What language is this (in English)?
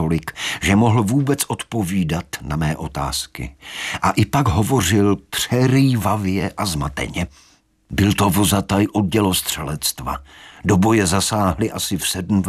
Czech